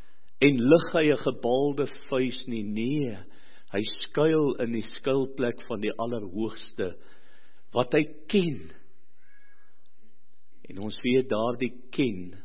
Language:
Afrikaans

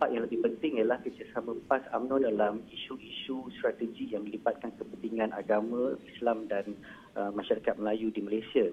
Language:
Malay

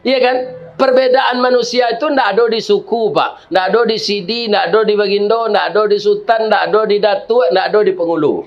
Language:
Minangkabau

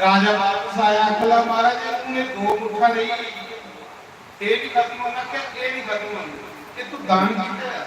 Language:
Dogri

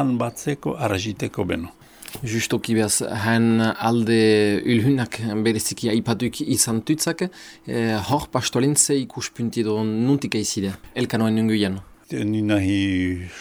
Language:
Basque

